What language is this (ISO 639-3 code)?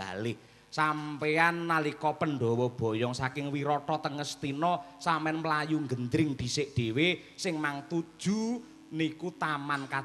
jav